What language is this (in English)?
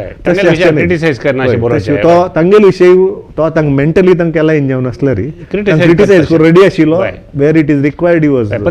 Konkani